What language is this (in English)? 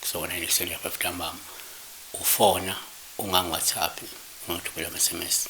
Zulu